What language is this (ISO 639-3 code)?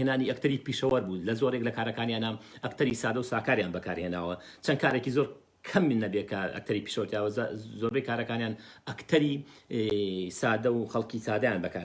ckb